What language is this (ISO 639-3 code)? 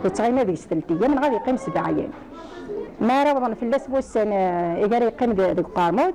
kab